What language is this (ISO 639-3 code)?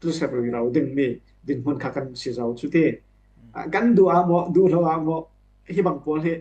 cfm